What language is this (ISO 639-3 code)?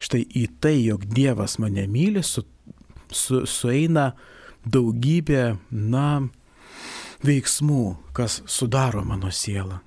lit